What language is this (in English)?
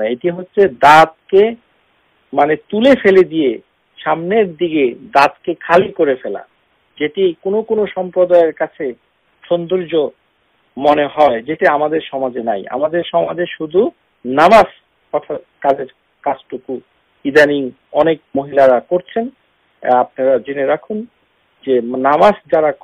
Bangla